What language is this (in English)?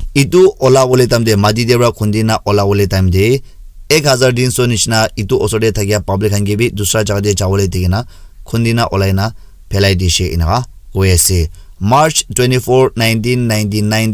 Naga Pidgin